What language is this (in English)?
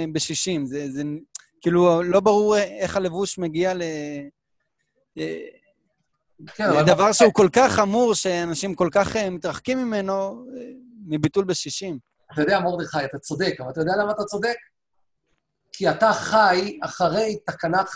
Hebrew